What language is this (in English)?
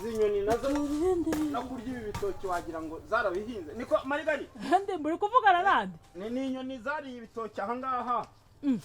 Kinyarwanda